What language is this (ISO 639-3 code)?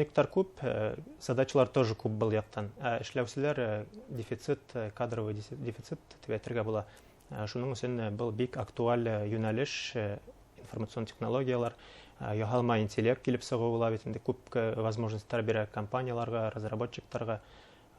bak